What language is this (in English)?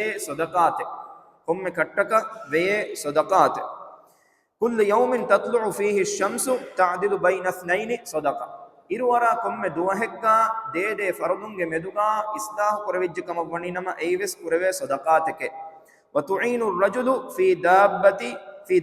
Divehi